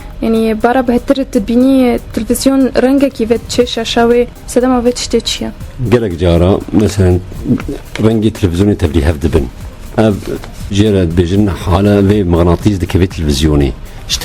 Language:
Kurdish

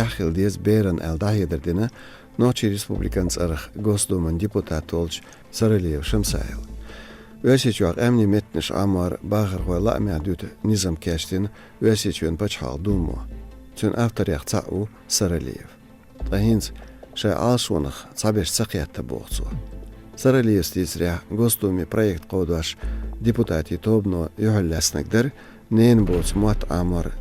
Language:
Chechen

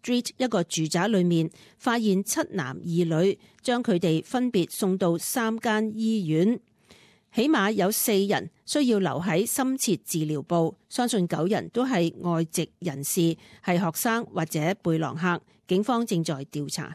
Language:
Cantonese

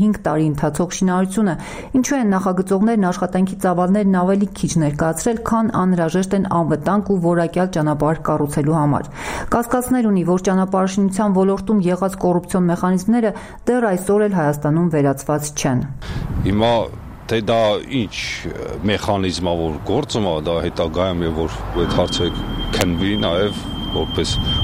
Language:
Armenian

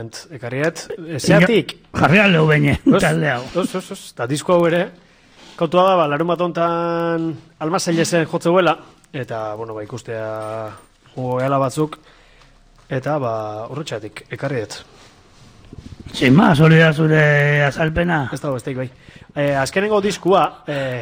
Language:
Basque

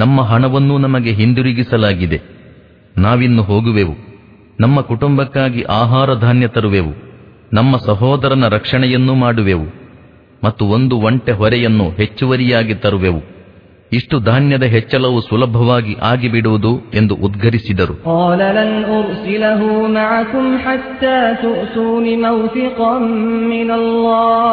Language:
Kannada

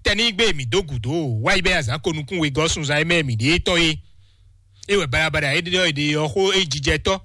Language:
Fon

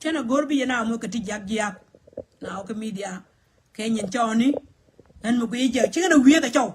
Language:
Nuer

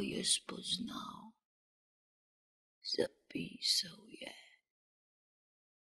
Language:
Slovenian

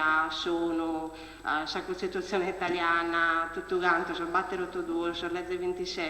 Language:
Sardinian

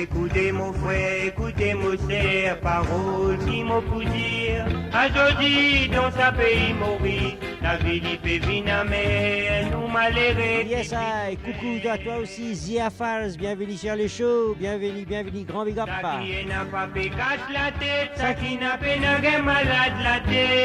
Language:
Morisyen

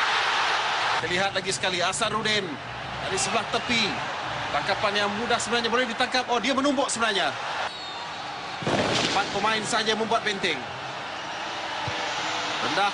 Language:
Malay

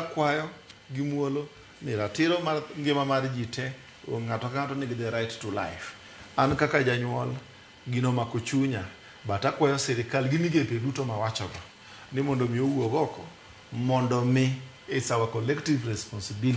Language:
Luo (Kenya and Tanzania)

